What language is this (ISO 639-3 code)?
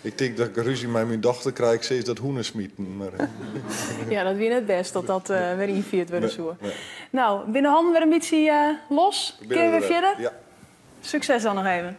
fry